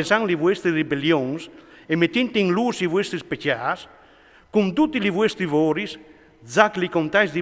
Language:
Friulian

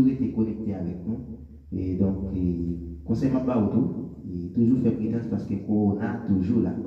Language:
Haitian Creole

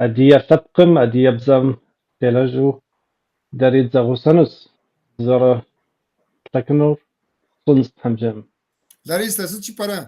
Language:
Kabardian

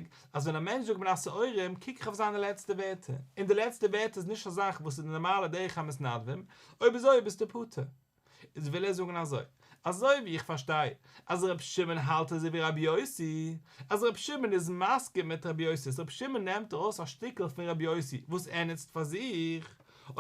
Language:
Yiddish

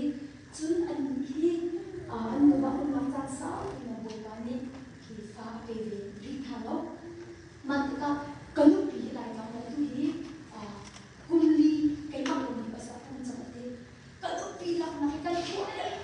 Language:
Hakha Chin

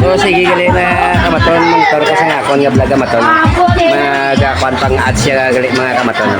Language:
Hiligaynon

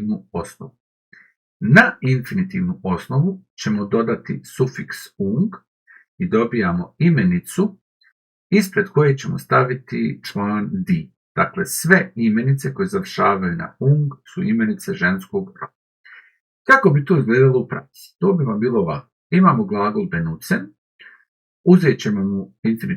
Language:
Bosnian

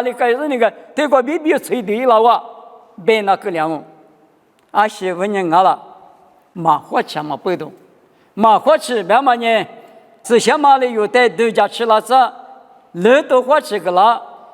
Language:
Lisu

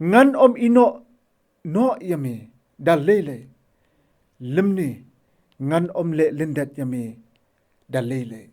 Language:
Khasi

